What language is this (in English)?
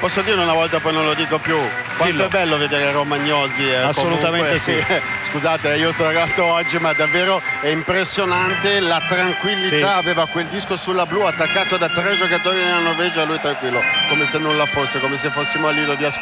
Italian